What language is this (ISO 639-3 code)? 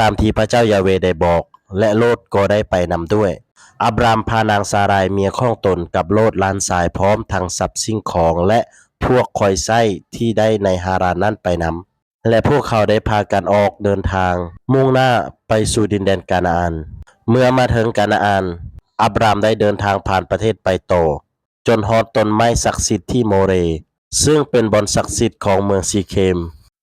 lao